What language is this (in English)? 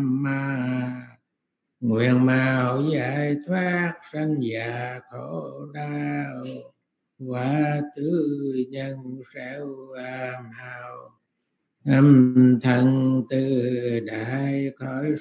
Vietnamese